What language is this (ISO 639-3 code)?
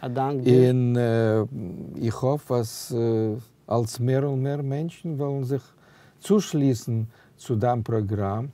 yid